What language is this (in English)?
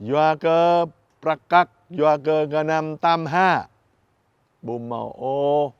Jarai